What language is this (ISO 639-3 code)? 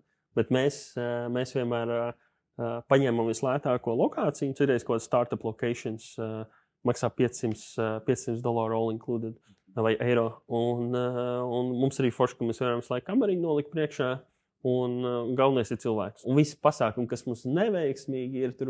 lav